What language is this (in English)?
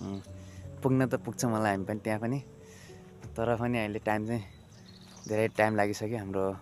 Nepali